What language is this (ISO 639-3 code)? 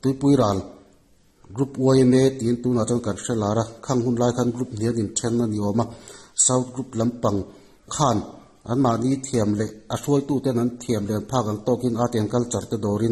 lus